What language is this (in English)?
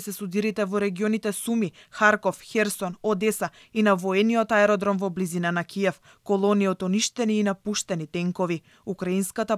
Macedonian